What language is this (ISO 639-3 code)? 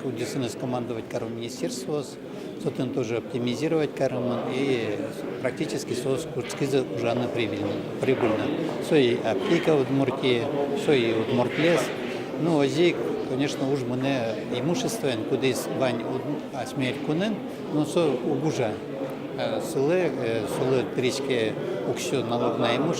udm